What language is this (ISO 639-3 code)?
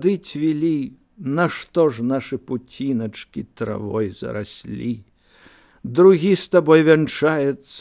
bel